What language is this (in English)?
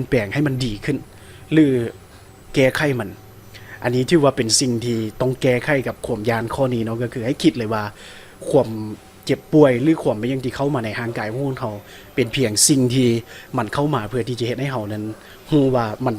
Lao